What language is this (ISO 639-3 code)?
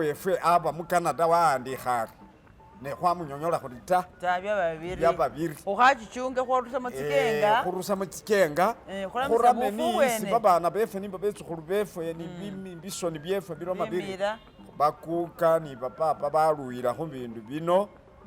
myx